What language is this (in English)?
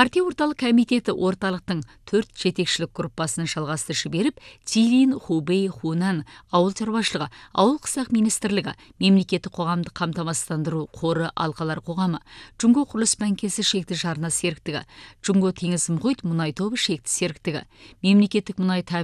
Kazakh